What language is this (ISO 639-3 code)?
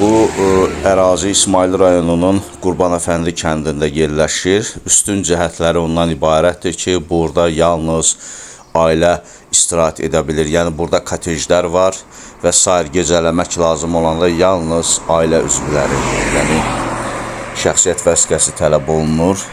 aze